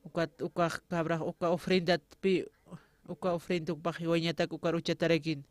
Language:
Aymara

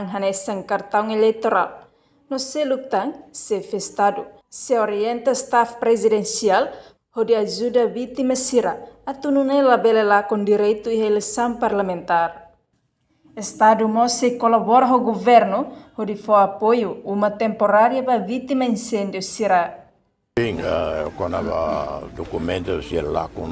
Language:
Tetum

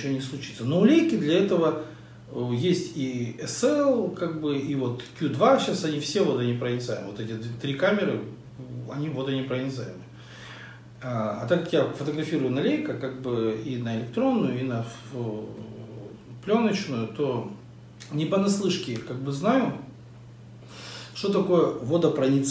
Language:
Russian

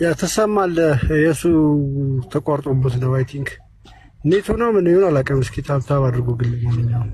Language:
Amharic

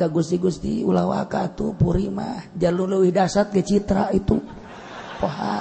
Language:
Sundanese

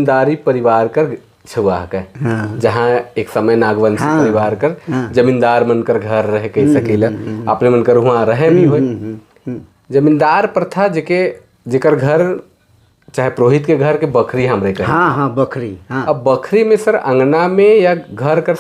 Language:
Sadri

